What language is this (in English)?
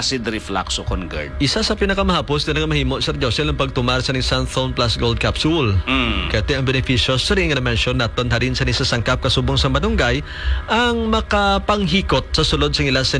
Hiligaynon